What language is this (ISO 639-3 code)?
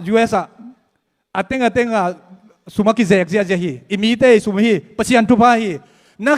ctd